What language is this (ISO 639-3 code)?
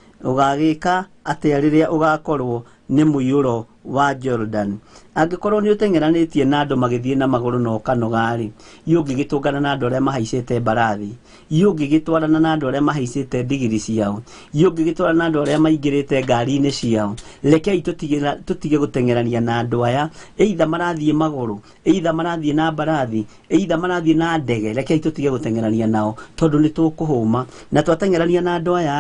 kik